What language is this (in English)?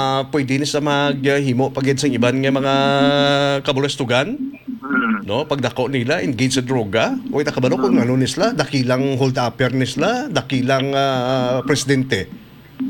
Hiligaynon